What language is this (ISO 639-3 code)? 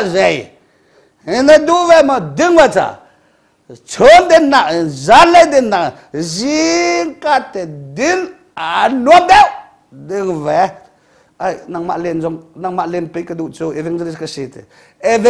cnh